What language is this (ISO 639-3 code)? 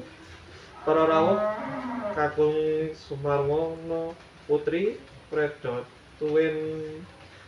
jav